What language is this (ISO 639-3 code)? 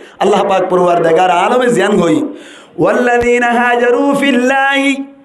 rhg